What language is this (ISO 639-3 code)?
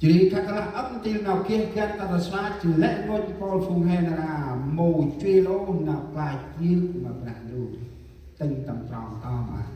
cmo